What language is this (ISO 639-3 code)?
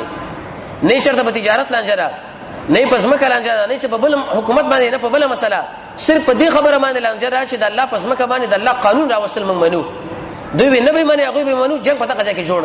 pus